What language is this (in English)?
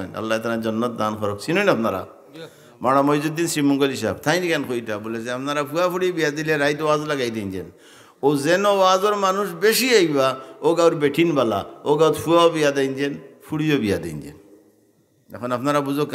Sylheti